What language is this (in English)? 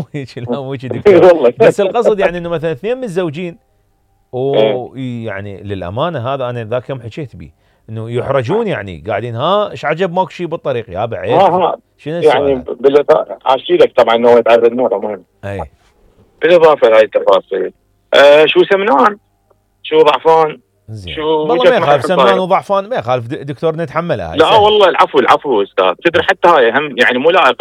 Mesopotamian Arabic